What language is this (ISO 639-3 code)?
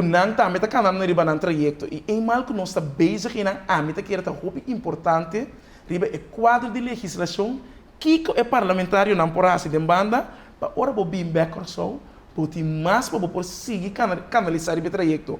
pap